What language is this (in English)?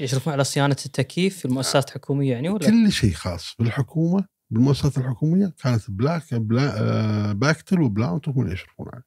Gulf Arabic